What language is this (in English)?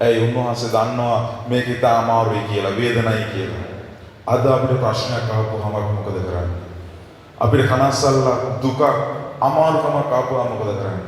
Sinhala